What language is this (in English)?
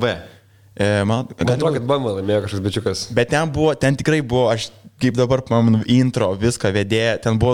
Lithuanian